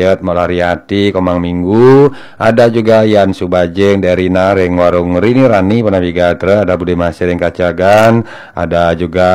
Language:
Balinese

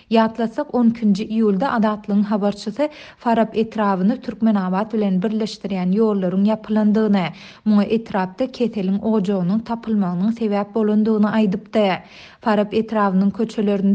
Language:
Turkmen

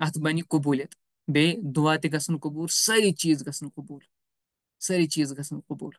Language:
Kashmiri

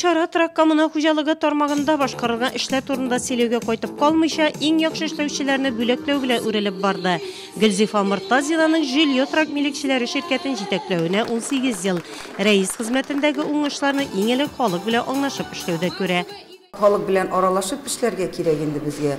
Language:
Tatar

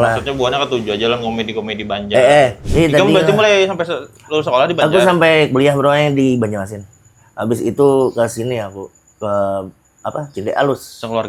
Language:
Banjar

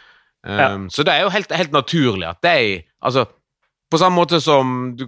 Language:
Norwegian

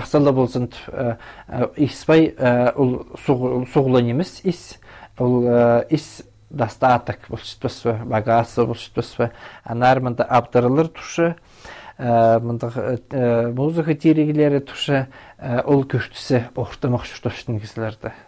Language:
Khakas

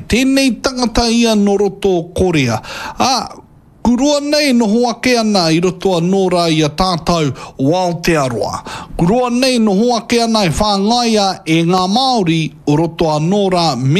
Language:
Māori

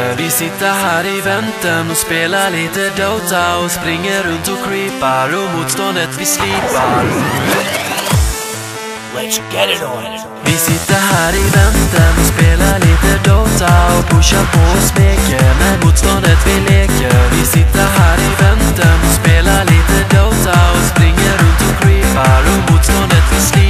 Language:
Swedish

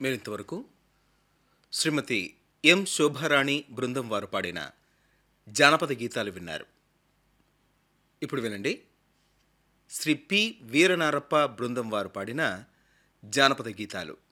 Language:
Telugu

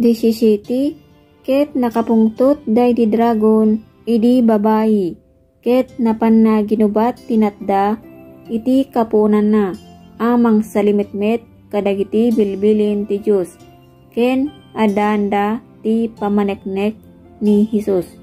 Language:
Iloko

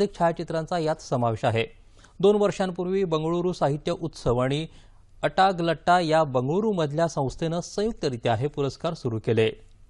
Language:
Marathi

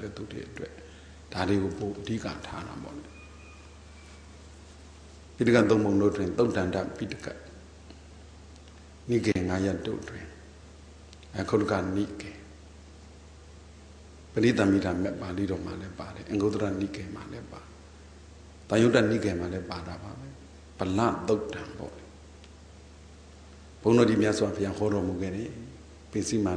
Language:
Burmese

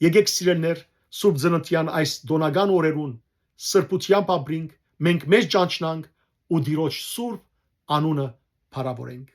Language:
Western Armenian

